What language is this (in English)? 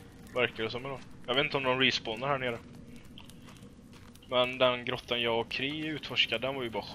Swedish